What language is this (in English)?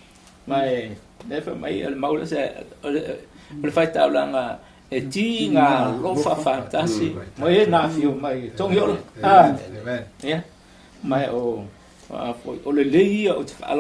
Samoan